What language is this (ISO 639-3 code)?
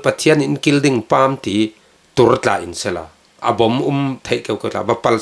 cfm